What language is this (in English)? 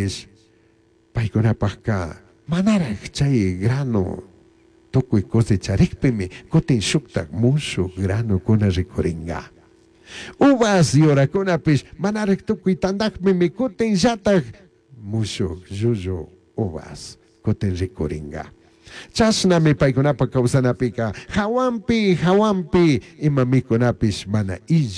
Chimborazo Highland Quichua